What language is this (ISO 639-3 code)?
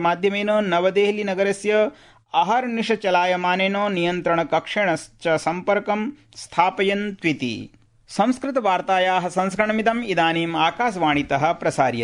san